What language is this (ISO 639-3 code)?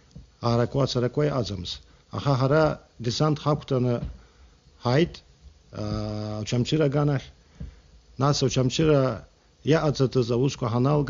abk